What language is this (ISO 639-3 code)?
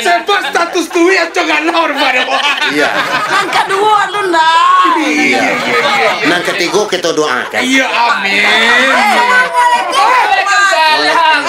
min